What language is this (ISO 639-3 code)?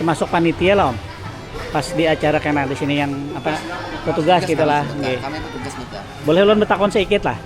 bjn